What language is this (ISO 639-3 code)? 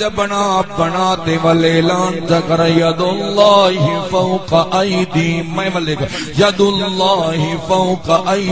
skr